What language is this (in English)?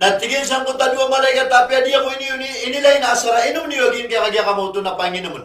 Maranao